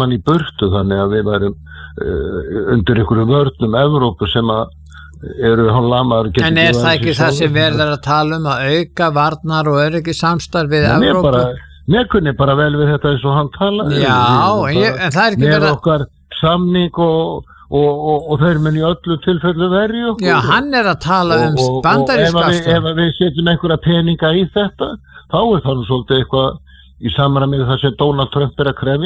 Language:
Icelandic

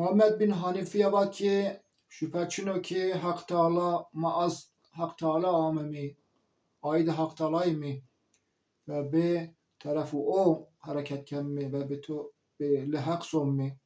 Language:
Zaza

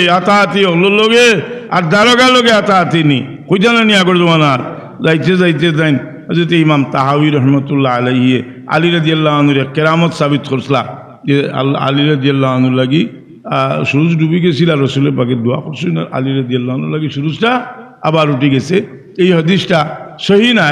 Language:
Sylheti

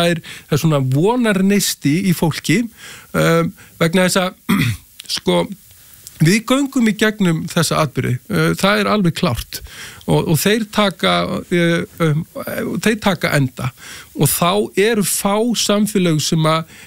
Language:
Icelandic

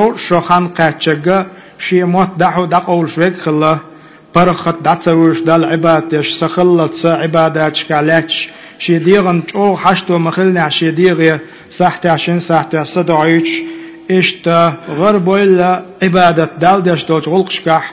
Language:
Chechen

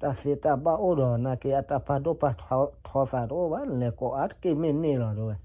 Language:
S'gaw Karen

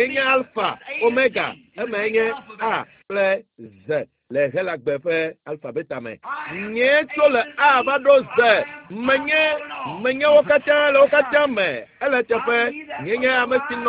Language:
Ewe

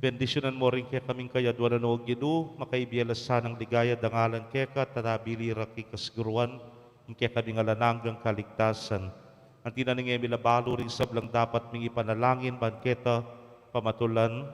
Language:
Pampanga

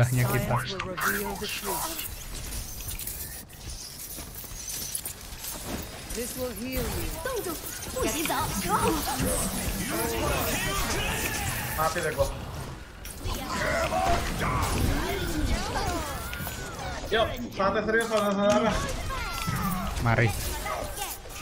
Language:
Indonesian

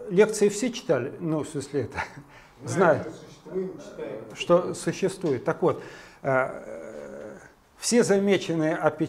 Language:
Russian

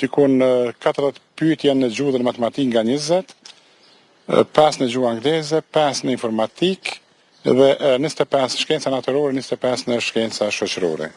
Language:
Albanian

